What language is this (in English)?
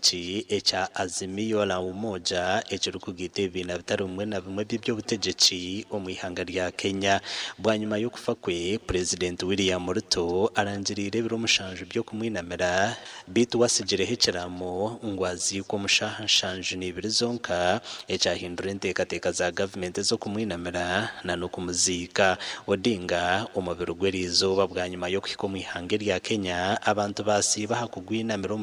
Nyankole